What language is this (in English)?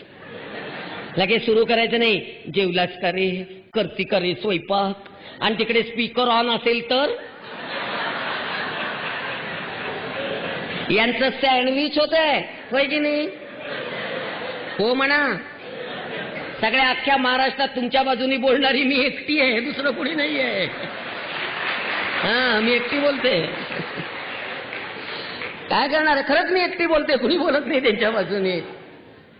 Marathi